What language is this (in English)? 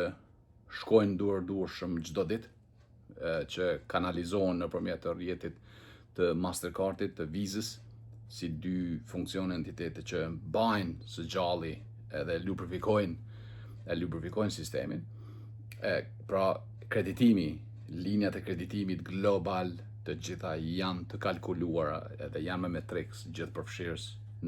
Albanian